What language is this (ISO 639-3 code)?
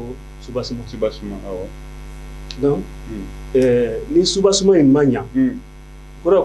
bam